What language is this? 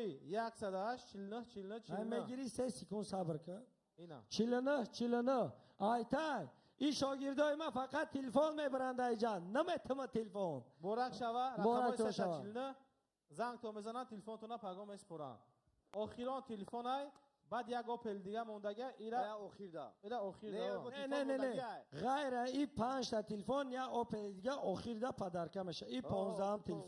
Tajik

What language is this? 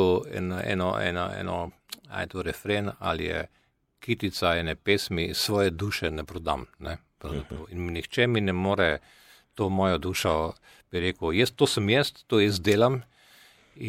Slovenian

